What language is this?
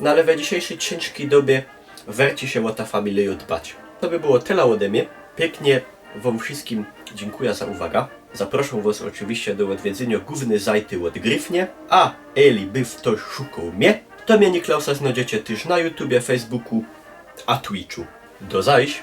Silesian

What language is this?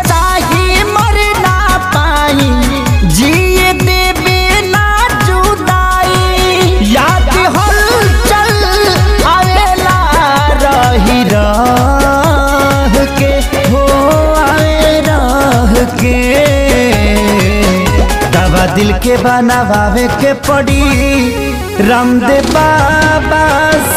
Bhojpuri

